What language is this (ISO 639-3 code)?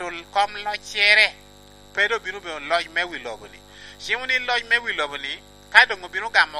laj